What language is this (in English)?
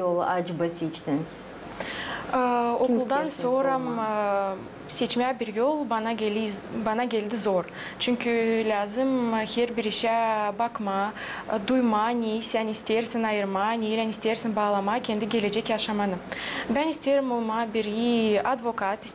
Gagauz